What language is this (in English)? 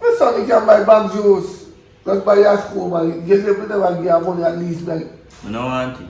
Jamaican Creole English